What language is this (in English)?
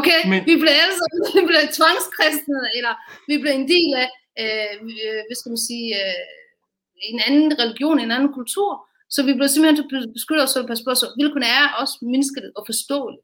Danish